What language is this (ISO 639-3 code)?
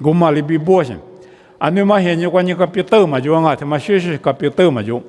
lis